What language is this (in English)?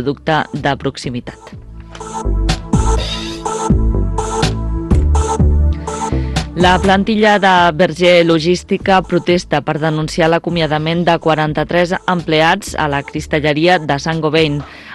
Catalan